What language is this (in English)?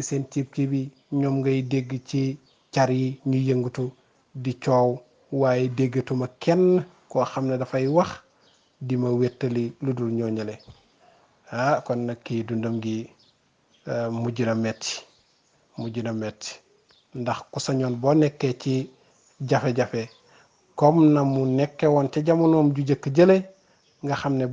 Wolof